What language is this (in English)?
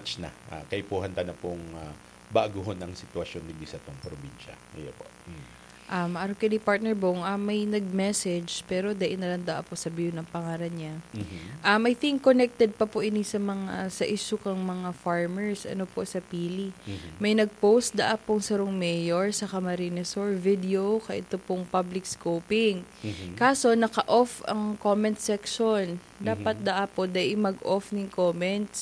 Bikol